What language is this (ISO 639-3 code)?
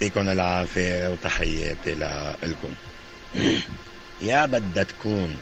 apc